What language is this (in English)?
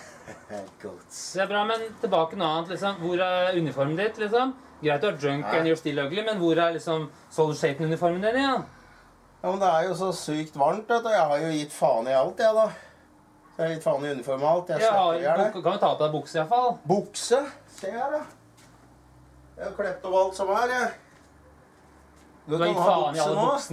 Norwegian